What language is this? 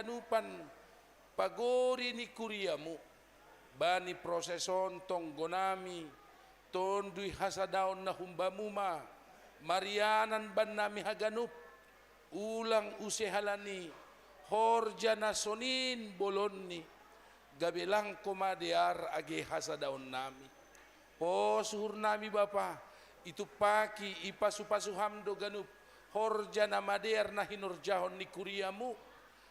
Batak Simalungun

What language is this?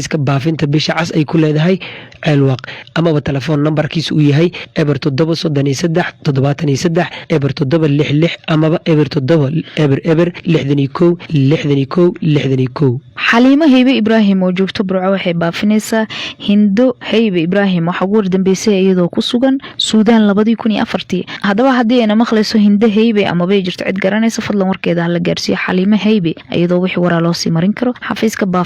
Somali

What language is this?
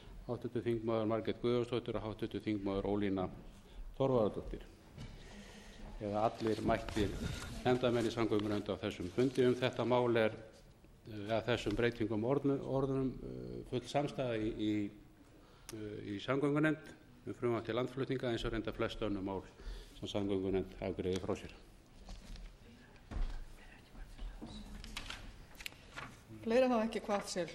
Icelandic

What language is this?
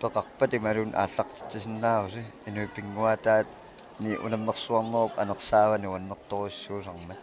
Kalaallisut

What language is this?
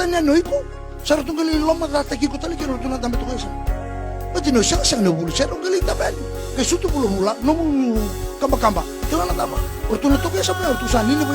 Fijian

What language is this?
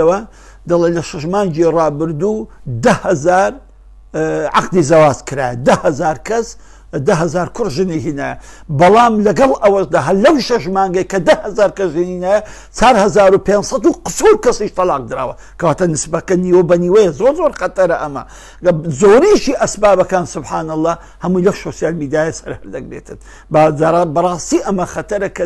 Central Kurdish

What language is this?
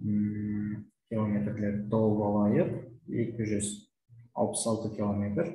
Kazakh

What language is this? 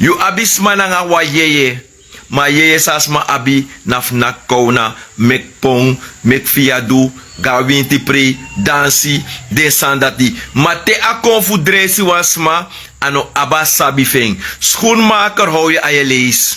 Sranan Tongo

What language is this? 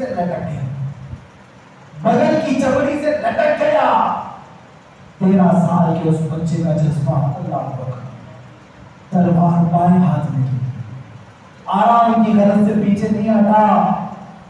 Urdu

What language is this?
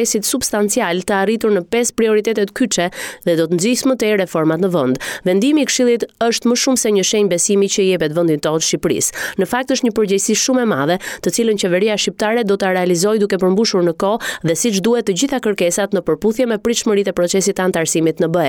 Albanian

